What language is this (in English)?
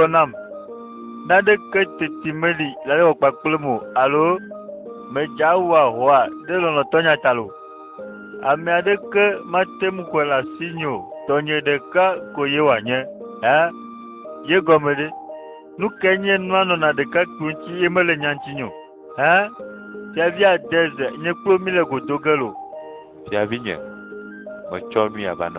Ewe